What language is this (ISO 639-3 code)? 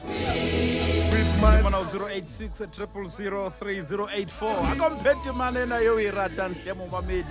sot